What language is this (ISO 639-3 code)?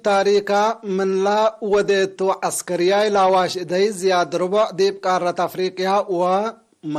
tig